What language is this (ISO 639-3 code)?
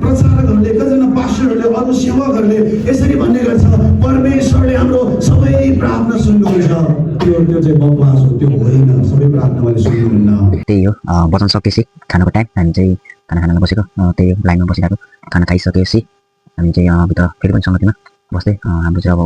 nep